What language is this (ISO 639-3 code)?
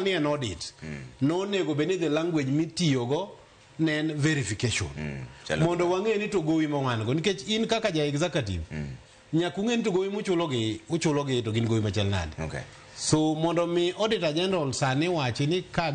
luo